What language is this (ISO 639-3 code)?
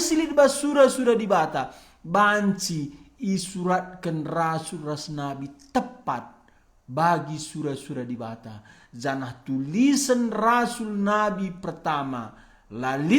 btx